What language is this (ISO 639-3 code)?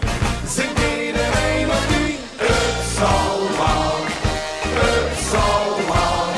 lim